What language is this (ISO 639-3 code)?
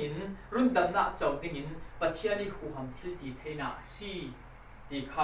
cfm